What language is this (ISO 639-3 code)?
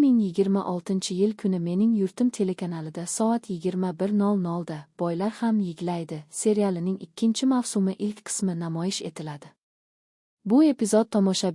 uzb